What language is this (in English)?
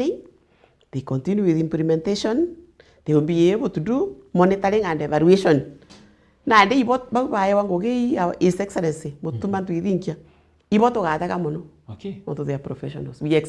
Meru